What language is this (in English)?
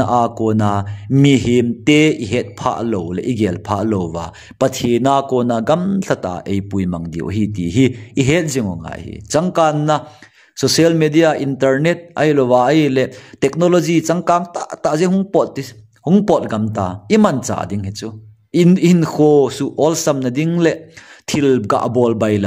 Thado Chin